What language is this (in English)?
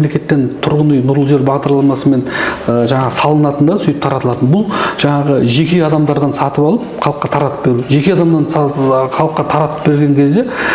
Kazakh